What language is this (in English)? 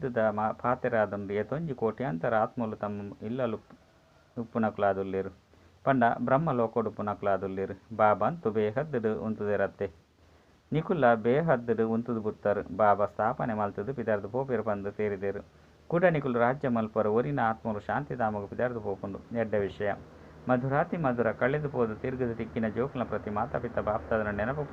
Tulu